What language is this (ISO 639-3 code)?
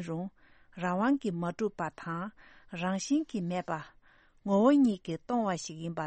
bod